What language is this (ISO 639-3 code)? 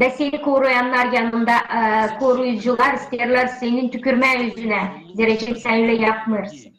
gag